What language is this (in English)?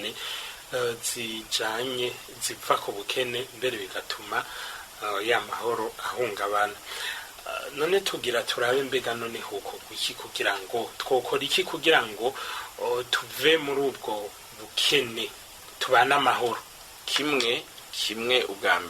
Rundi